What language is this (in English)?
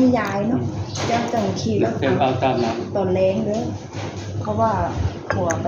Northeastern Thai